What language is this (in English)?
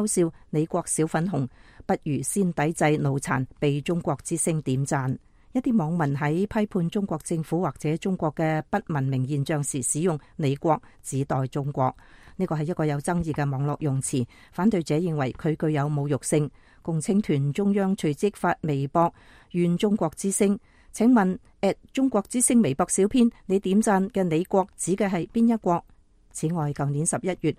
Cantonese